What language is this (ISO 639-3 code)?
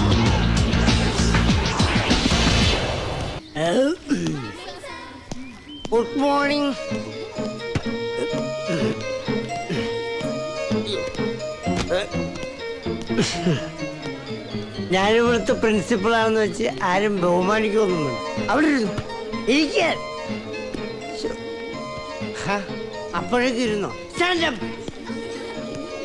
mal